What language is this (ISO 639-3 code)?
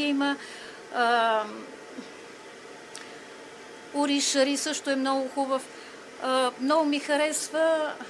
bul